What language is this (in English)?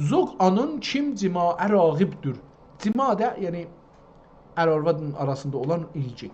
South Azerbaijani